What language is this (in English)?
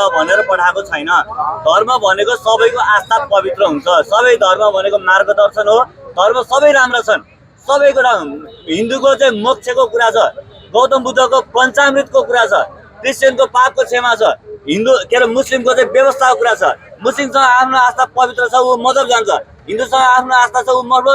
Nepali